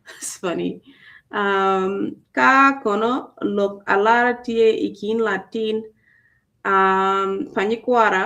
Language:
Acoli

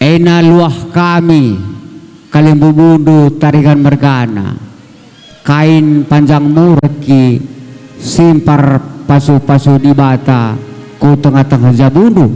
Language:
Batak Karo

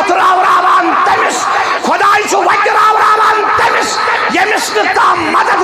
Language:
Kashmiri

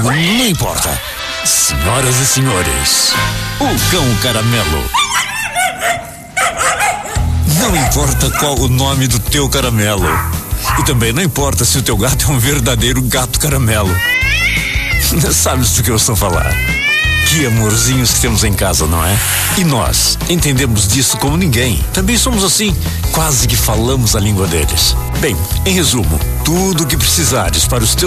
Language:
Portuguese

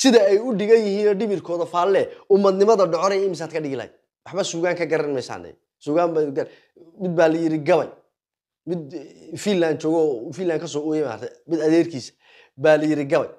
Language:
Somali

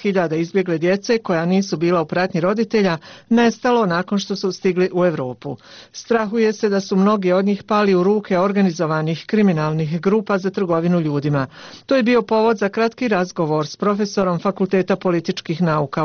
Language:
Bosnian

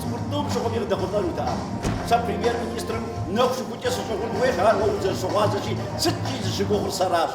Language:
Kabardian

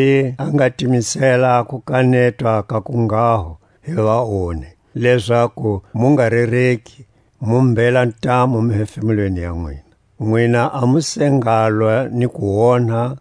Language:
Tswa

